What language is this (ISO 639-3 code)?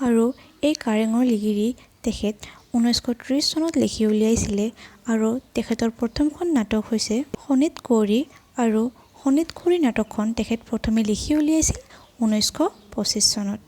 asm